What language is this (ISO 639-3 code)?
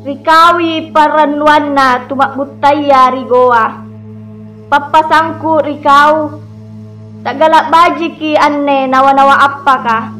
mak